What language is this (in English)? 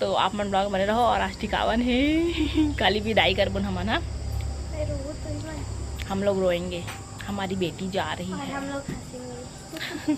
Chhattisgarhi